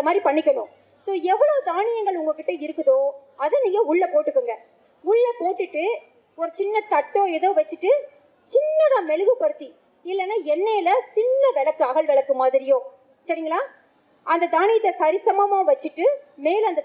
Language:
Tamil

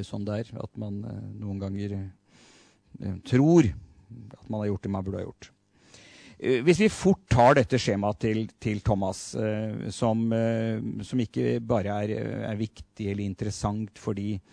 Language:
Norwegian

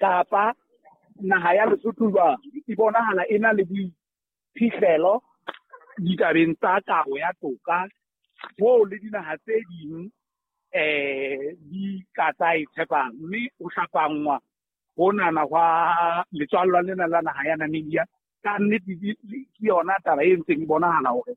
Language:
Southern Sotho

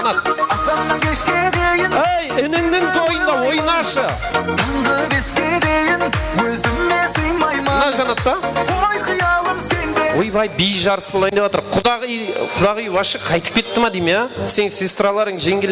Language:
Kara-Kalpak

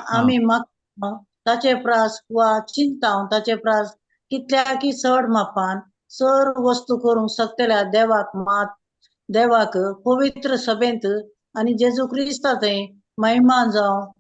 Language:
Konkani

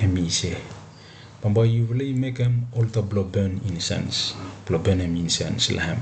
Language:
Bislama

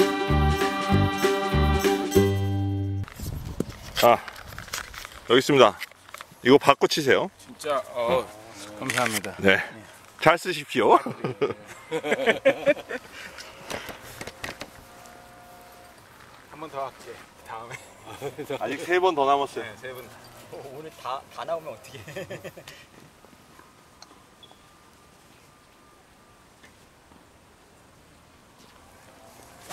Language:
Korean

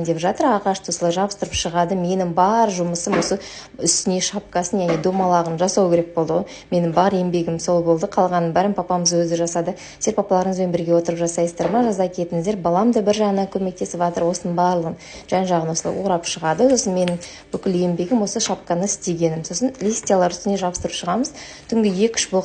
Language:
Kazakh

